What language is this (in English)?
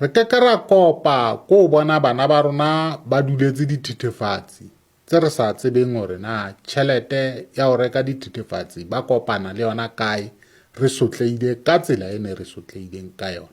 Southern Sotho